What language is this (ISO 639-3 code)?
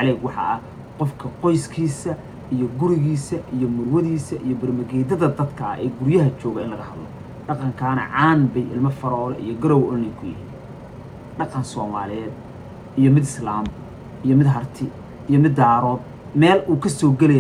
som